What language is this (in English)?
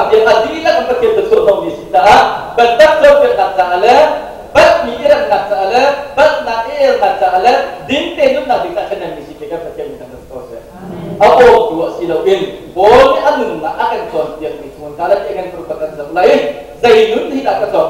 Hakha Chin